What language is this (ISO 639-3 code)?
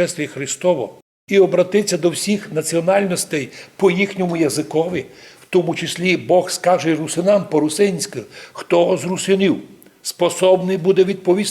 rue